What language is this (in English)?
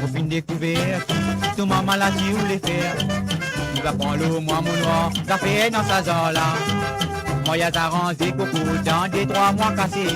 Morisyen